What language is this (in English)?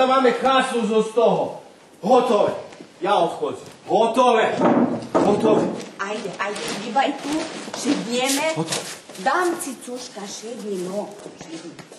Rusyn